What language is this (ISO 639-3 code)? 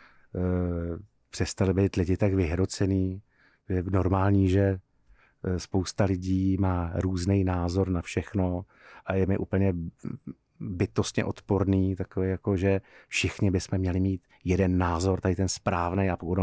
ces